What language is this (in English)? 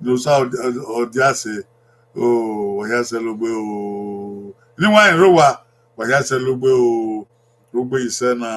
Bini